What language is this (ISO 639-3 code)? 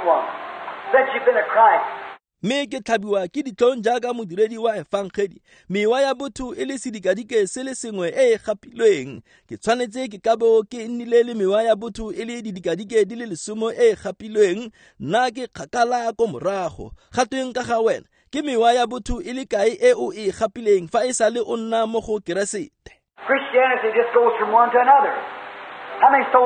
tsn